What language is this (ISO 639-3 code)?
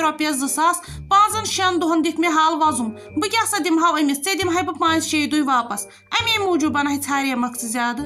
kas